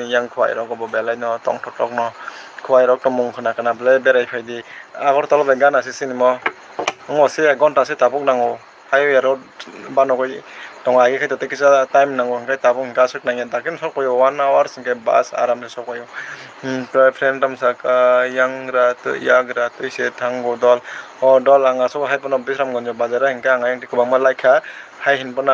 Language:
Kok Borok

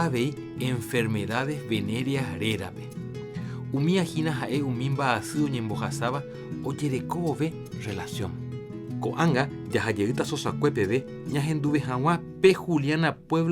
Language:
Guarani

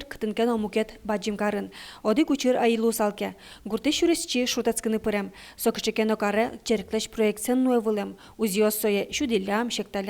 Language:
Udmurt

